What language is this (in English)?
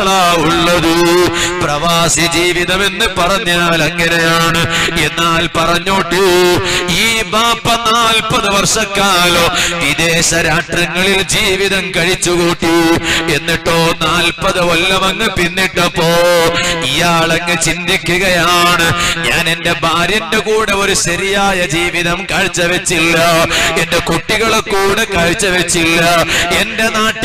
Malayalam